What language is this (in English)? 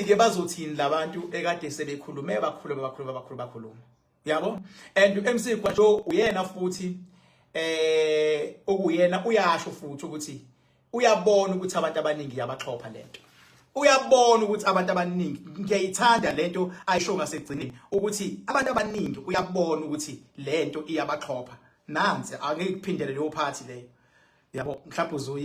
Zulu